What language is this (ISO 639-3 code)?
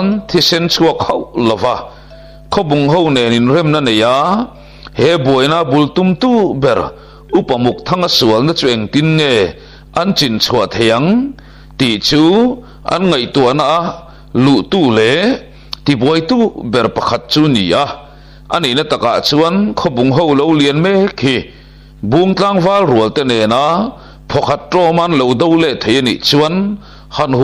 lus